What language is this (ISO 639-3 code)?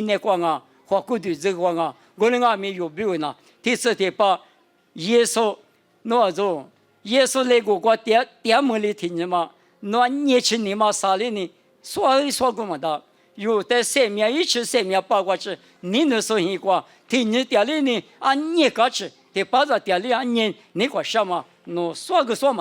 lis